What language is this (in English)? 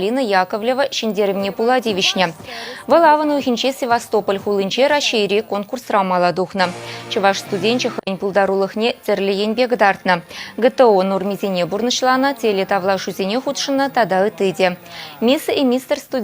Chuvash